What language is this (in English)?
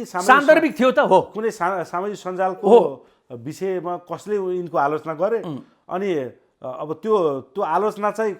Nepali